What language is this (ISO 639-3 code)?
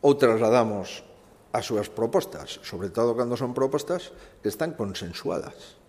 glg